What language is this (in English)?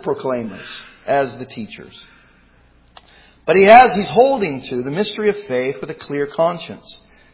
English